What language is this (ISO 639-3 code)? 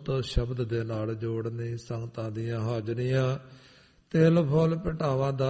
pan